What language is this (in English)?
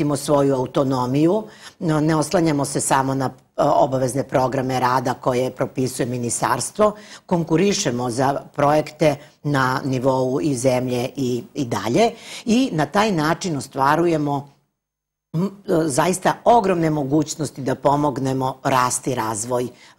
Serbian